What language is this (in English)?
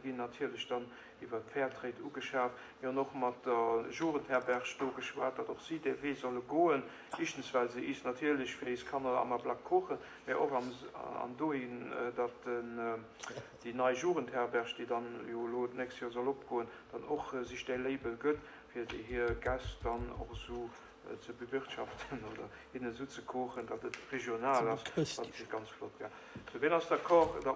Luxembourgish